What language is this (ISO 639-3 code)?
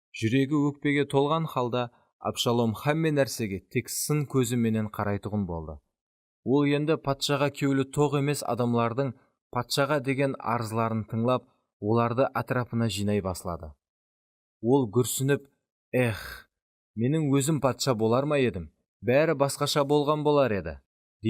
kaa